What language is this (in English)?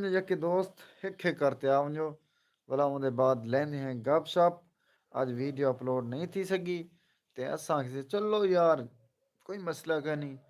Saraiki